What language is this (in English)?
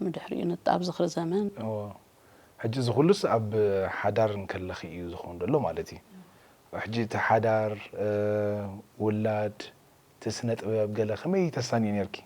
Tigrinya